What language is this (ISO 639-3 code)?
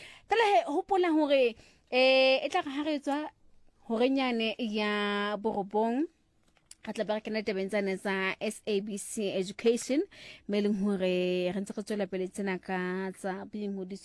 sot